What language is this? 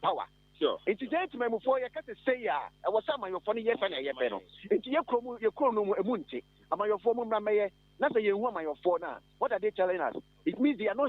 Akan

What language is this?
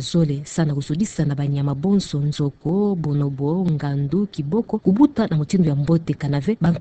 Kituba (Democratic Republic of Congo)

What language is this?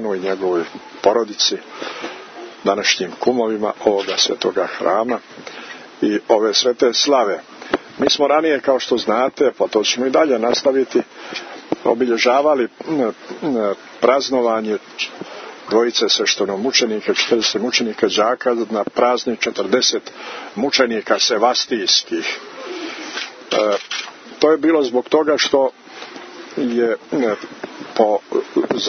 Serbian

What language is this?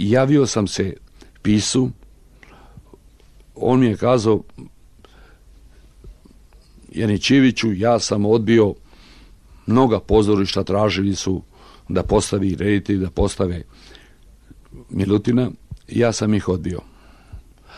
Serbian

